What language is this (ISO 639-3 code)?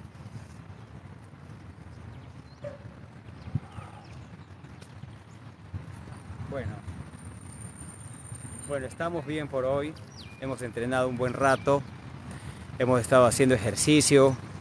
spa